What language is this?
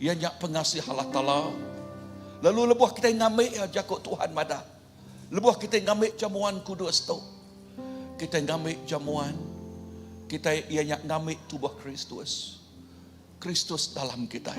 Iban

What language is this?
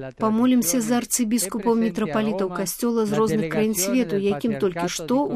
Belarusian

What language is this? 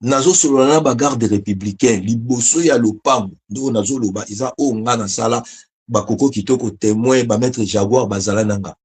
Lingala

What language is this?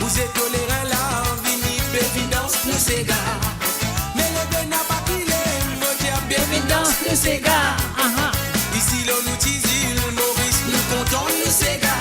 Morisyen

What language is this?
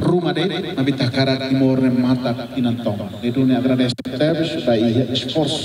Tetum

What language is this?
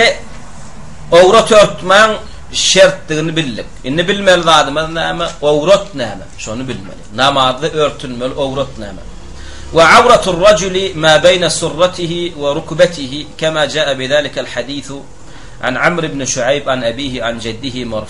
Turkmen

